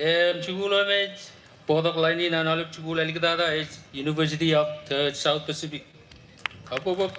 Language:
Marshallese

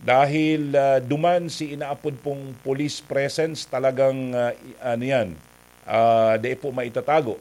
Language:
Bikol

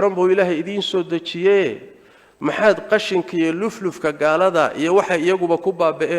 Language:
Somali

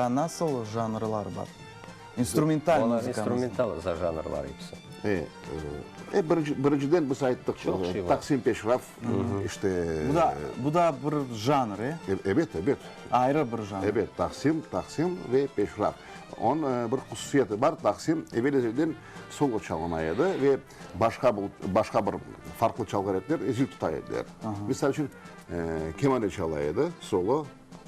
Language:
Crimean Tatar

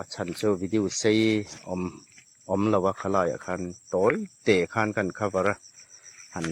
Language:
Mizo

